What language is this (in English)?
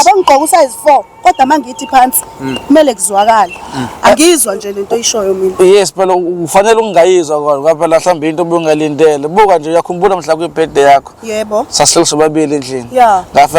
Zulu